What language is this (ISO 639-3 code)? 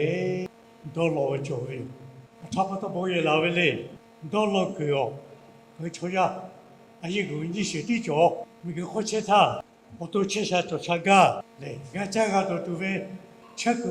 lhu